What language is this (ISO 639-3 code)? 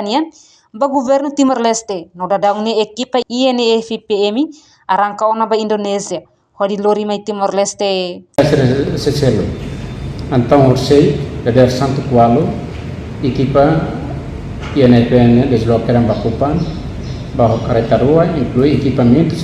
tet